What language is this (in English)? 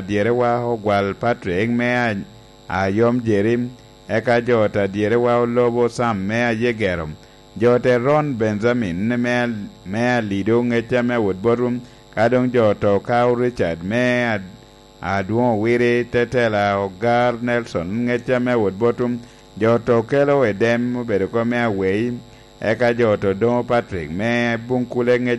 Lango (Uganda)